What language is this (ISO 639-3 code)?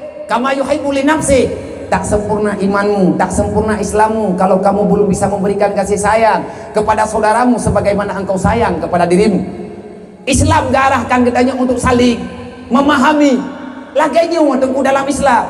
ace